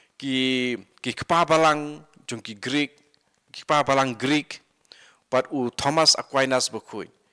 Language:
Khasi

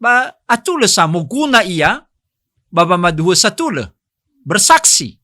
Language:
Nias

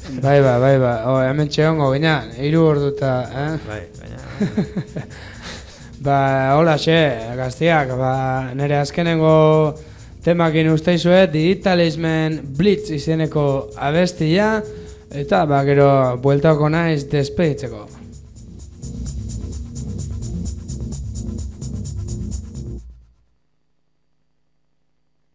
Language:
Basque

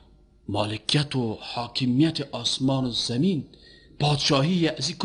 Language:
Persian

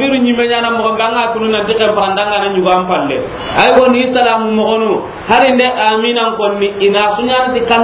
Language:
Soninke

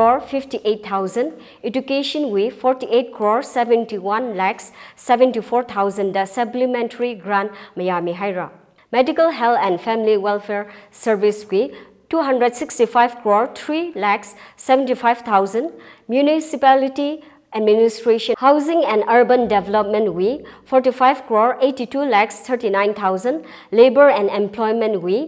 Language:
Tangkhul Naga (India)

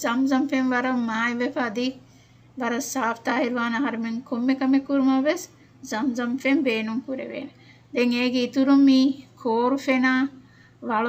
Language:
Divehi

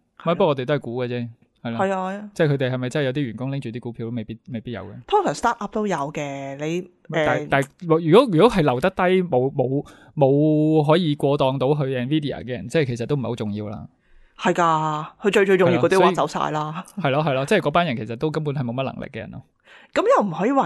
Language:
Cantonese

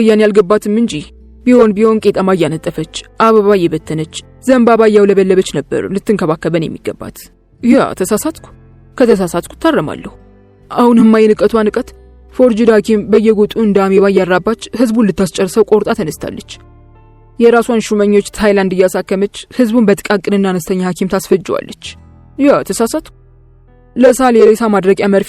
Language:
Amharic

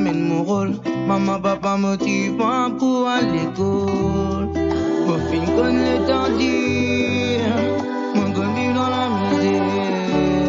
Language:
Morisyen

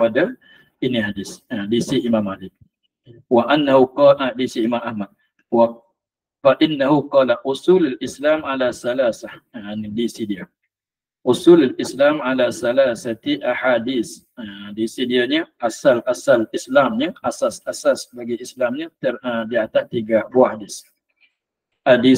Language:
Malay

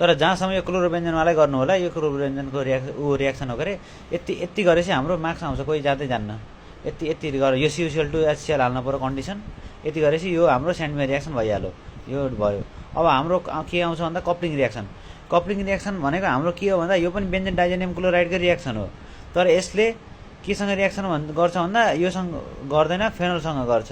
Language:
Nepali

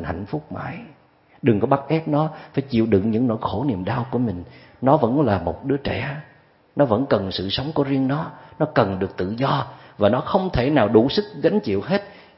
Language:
Vietnamese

